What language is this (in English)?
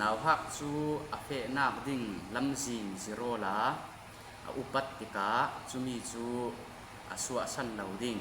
Falam Chin